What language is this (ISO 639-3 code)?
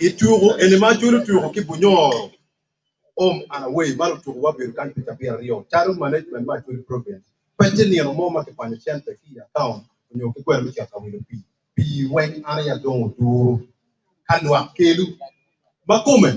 ach